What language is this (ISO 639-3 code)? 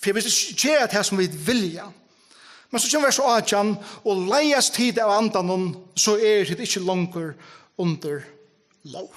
fao